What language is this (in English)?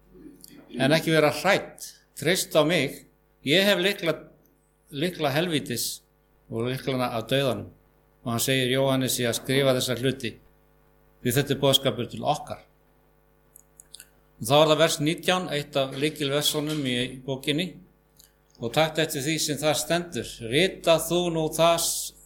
Icelandic